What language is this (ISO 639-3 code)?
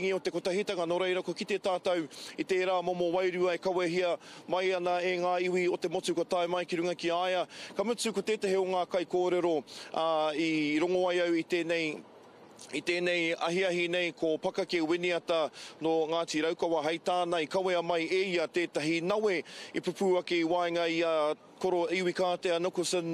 mri